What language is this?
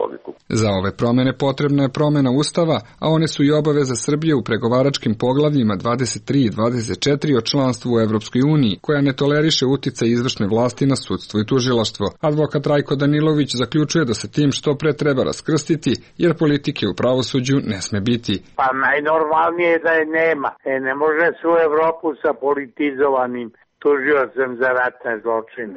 Serbian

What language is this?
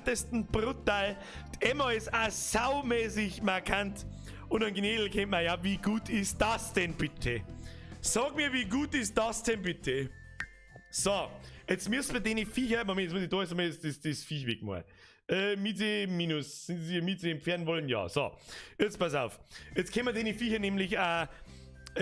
Bavarian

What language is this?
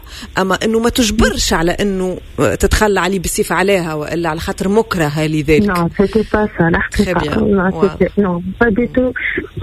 Tunisian Arabic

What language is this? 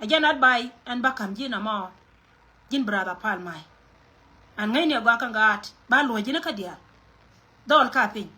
Nuer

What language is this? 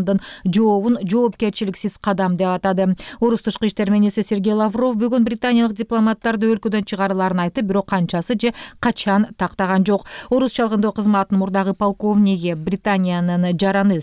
Kyrgyz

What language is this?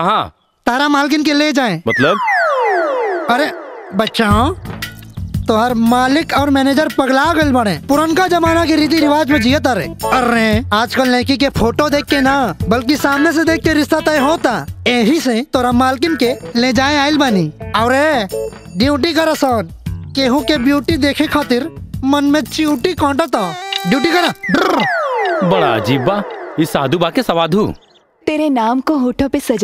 Bhojpuri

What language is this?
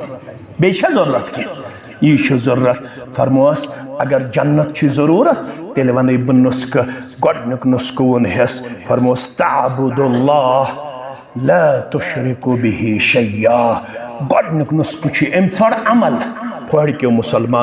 Kashmiri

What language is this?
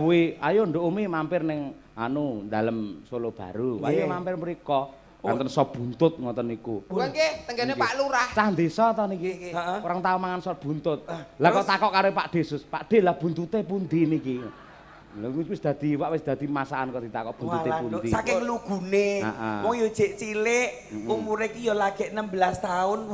Javanese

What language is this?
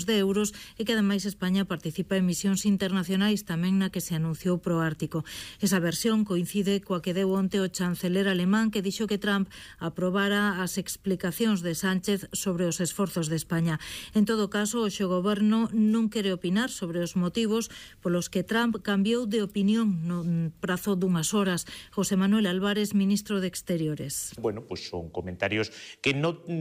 Galician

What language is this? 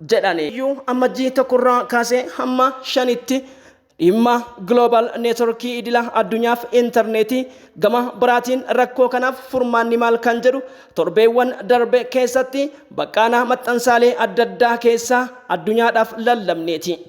Oromo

